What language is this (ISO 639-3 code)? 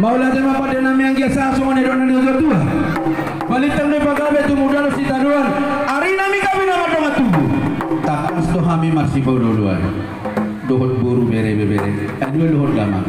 bbc